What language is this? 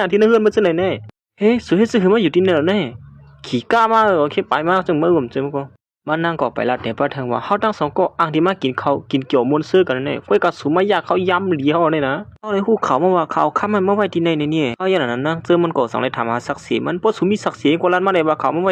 Shan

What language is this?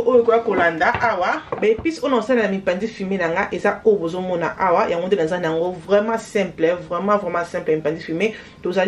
Lingala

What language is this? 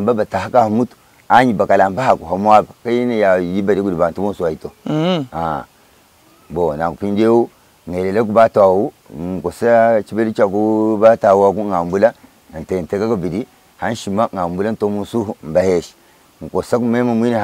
Luba-Lulua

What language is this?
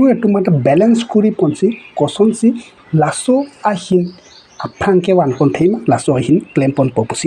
Karbi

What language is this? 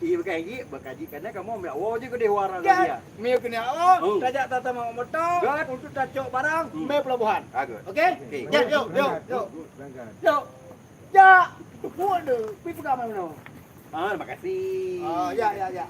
Achinese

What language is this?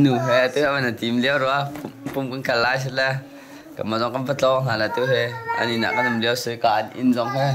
Hakha Chin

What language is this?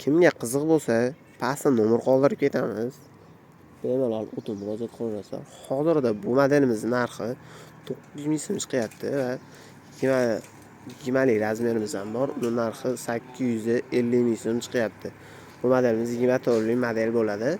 Uzbek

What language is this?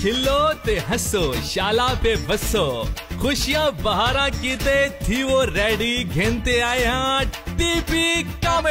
Saraiki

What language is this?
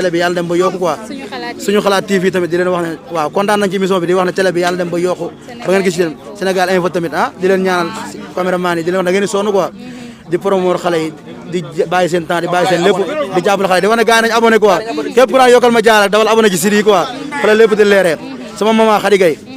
Wolof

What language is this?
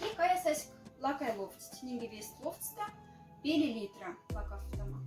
Moksha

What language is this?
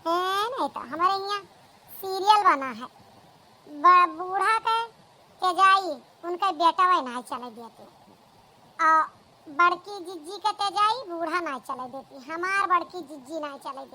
Awadhi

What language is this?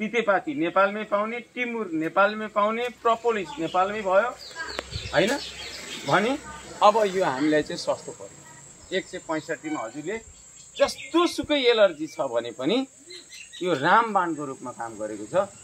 Nepali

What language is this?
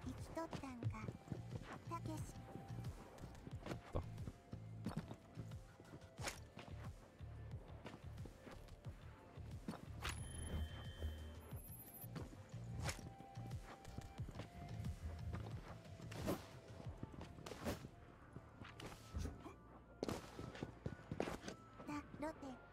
Japanese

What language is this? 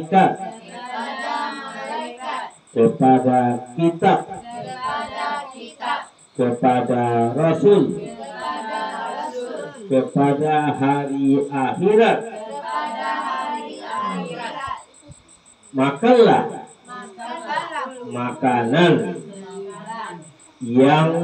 Indonesian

